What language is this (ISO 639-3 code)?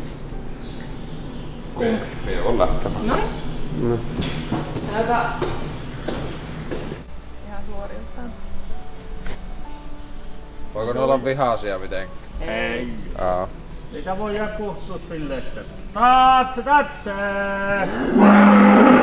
fin